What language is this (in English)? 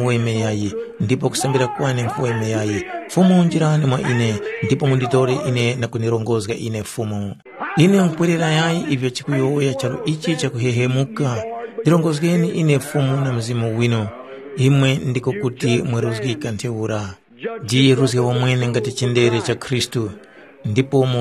Tumbuka